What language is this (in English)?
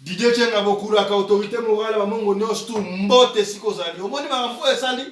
Lingala